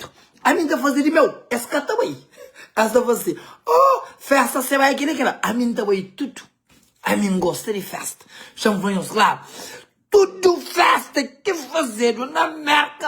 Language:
Kabuverdianu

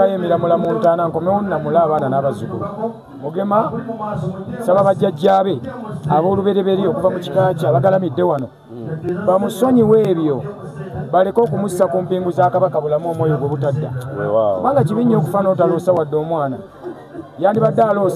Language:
Ganda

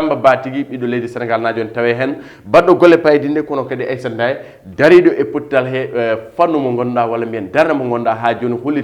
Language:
Fula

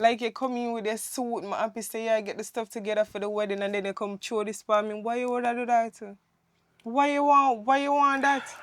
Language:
Jamaican Creole English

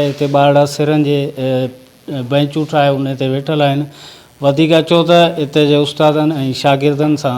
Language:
Sindhi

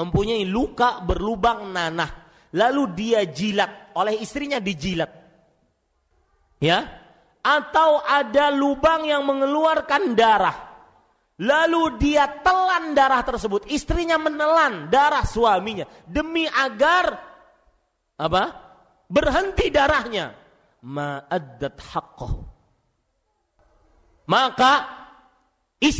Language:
Indonesian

